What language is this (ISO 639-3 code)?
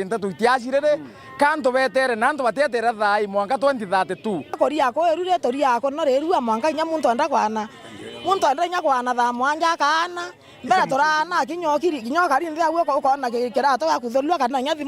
mer